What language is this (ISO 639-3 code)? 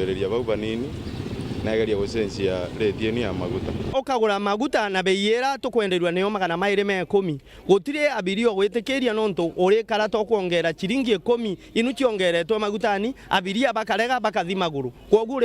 mer